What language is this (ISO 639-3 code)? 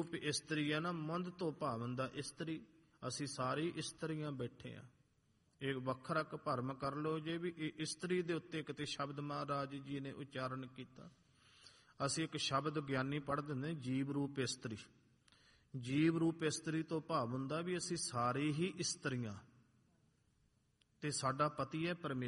pan